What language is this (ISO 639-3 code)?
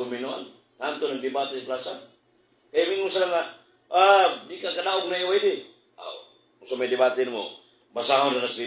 ceb